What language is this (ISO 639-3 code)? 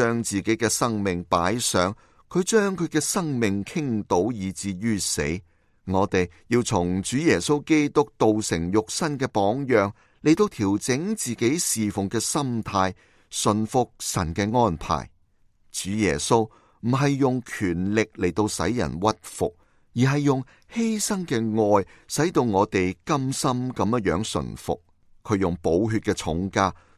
yue